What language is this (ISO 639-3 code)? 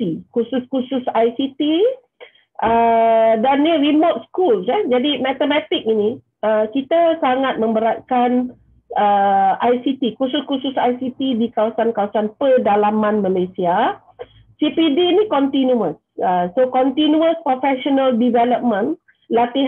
msa